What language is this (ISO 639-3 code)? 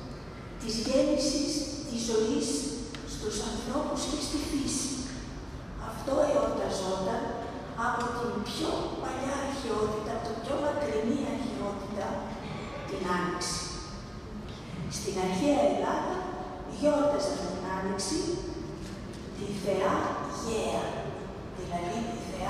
ell